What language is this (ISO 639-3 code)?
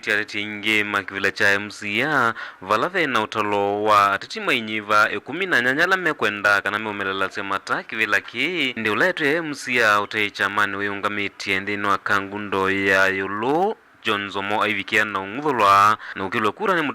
kam